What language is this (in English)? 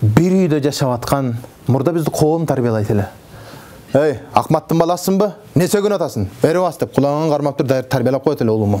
Kyrgyz